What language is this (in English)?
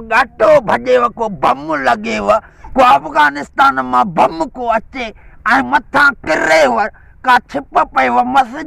Sindhi